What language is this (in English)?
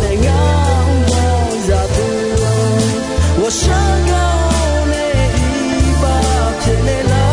Akha